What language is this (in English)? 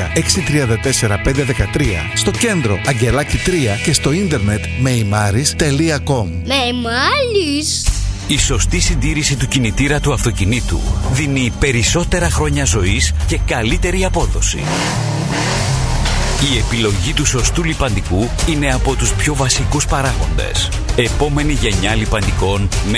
Greek